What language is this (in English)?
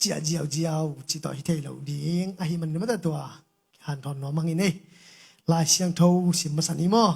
Tedim Chin